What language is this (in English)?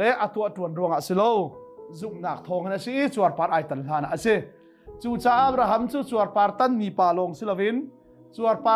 Hakha Chin